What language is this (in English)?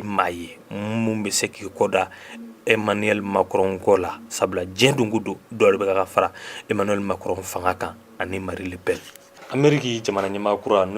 Bambara